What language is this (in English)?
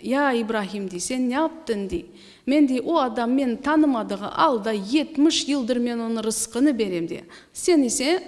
Crimean Tatar